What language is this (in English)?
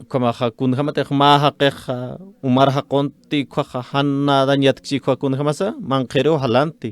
Aymara